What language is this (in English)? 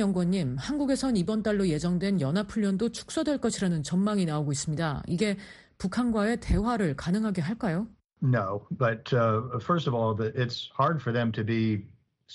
Korean